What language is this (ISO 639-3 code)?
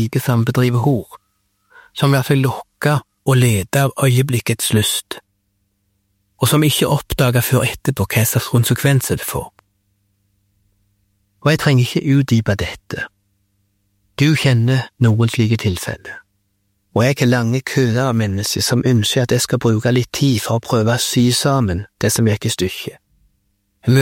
nor